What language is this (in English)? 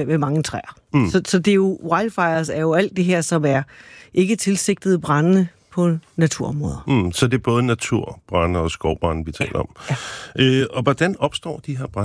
Danish